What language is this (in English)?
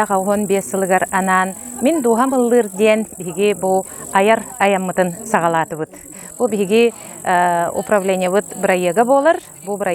Yakut